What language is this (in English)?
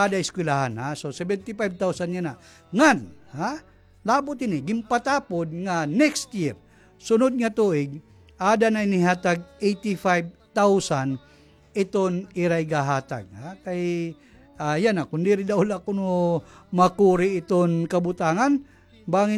Waray